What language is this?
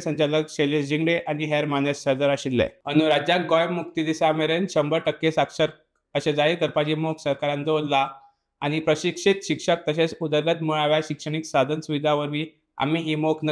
Konkani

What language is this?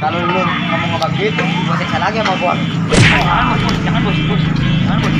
Betawi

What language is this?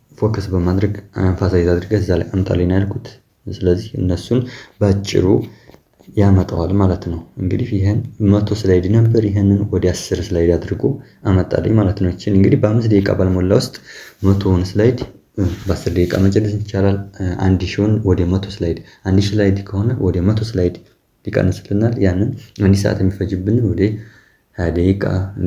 Amharic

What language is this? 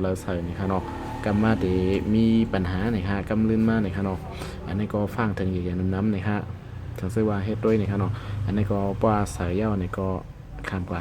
Shan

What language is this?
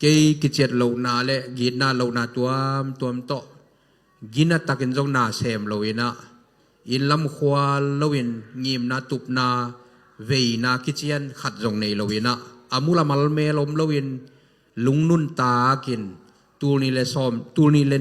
Tedim Chin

